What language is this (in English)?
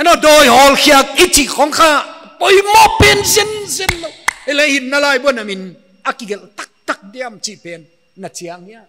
Paite Chin